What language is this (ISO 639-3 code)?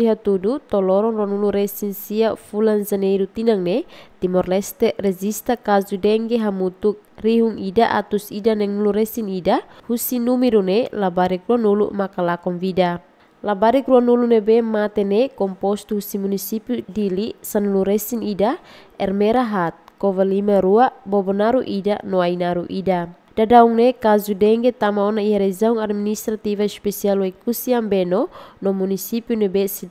tet